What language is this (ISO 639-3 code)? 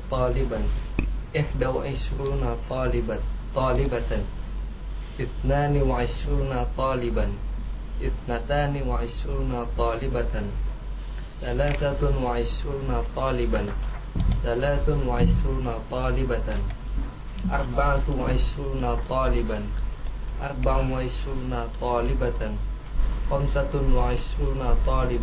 ind